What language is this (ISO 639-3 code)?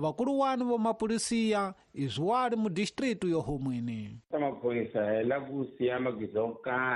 tso